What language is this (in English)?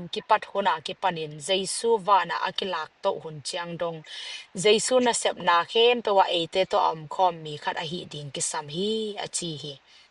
Tedim Chin